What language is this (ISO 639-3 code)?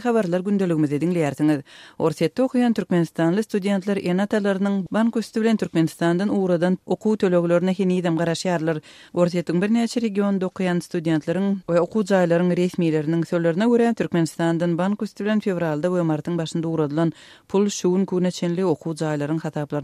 tuk